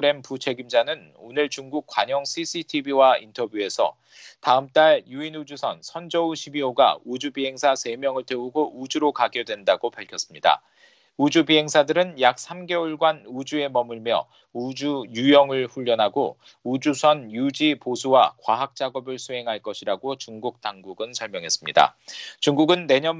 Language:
Korean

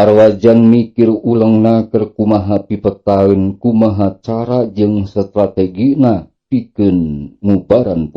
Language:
Sundanese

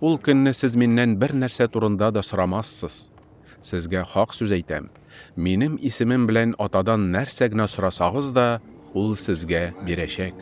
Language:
Tatar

